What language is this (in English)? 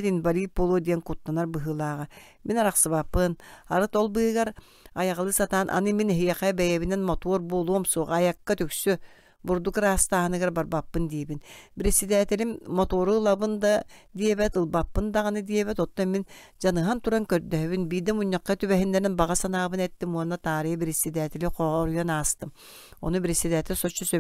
Yakut